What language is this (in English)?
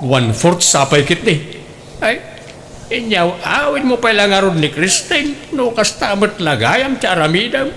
Iloko